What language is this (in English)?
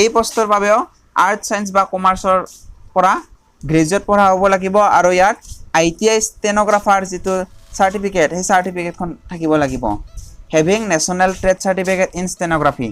Assamese